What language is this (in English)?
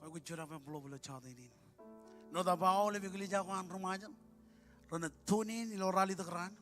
Marshallese